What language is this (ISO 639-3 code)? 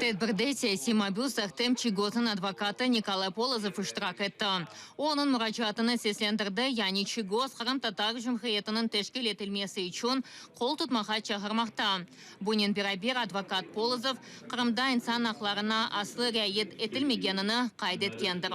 crh